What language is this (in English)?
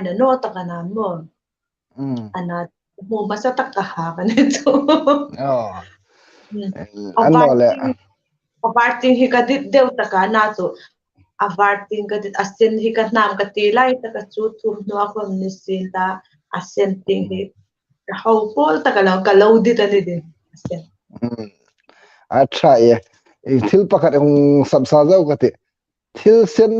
Hmar